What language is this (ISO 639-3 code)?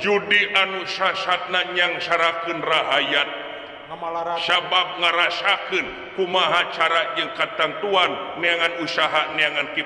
sun